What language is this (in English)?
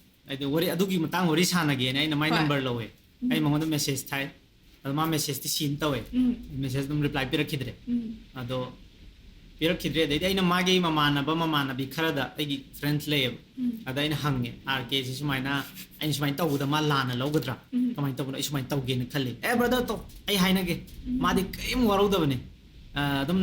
Manipuri